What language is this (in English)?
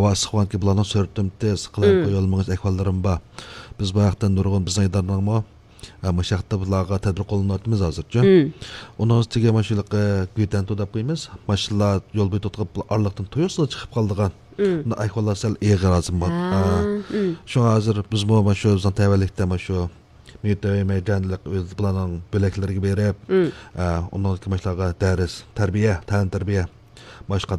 Uyghur